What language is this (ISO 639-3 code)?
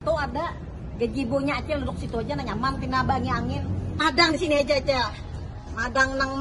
bjn